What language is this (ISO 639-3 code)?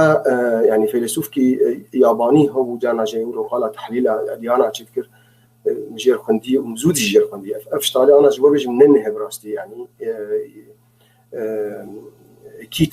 apc